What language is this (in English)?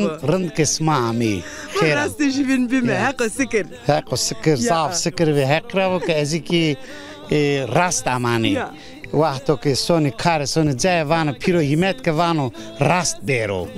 Zaza